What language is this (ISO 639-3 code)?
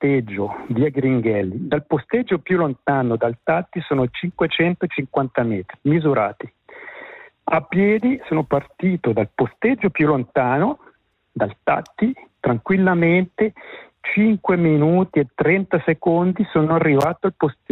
ita